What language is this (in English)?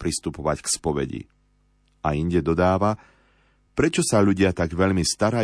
Slovak